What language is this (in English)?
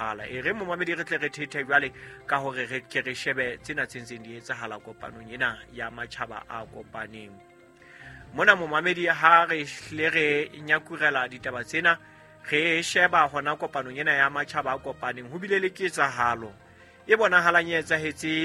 Southern Sotho